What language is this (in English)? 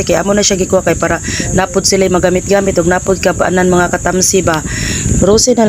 Cebuano